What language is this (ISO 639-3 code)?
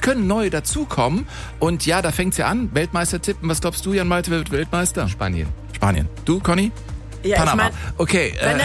deu